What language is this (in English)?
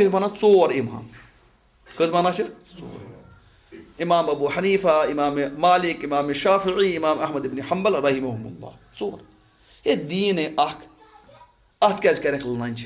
Kashmiri